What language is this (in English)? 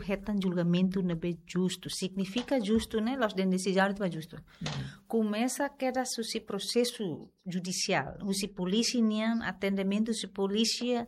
Tetum